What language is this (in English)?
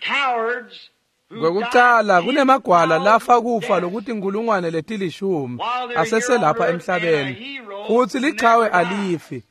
Swati